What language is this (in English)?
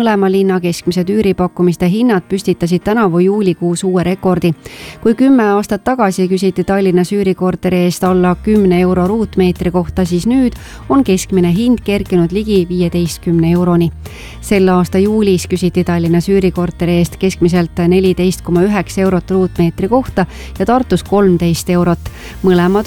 Estonian